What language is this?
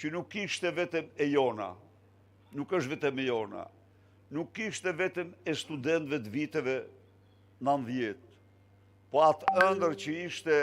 Albanian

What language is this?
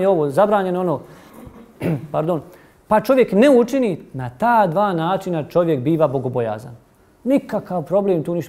Bosnian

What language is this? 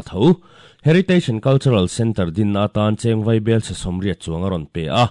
Mizo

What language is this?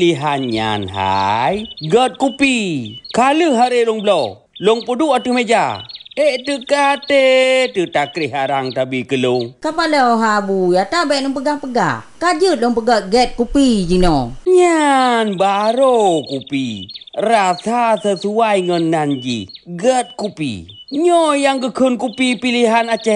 Achinese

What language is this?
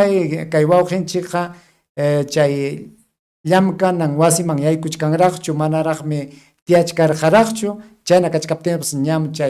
Ayacucho Quechua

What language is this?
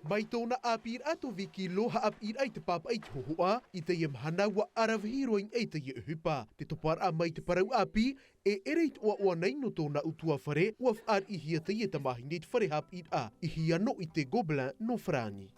Tahitian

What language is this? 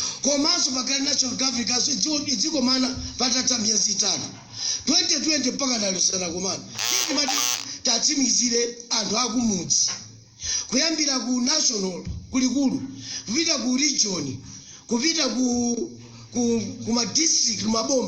Nyanja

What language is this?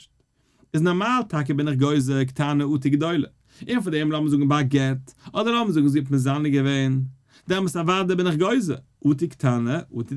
Yiddish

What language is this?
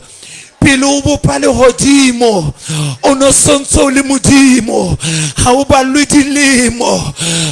Southern Sotho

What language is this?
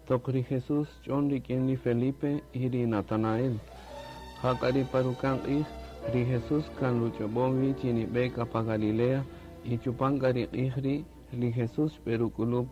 Kaqchikel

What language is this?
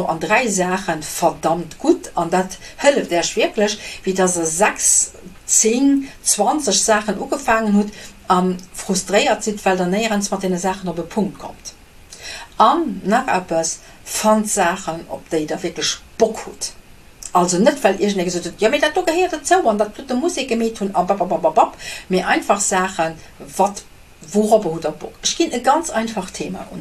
Luxembourgish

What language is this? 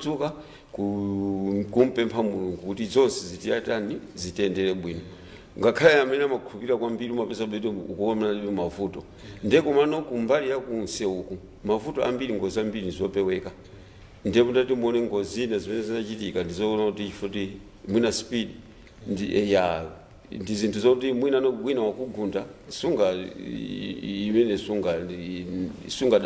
Nyanja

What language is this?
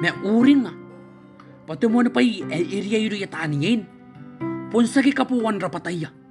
Gilbertese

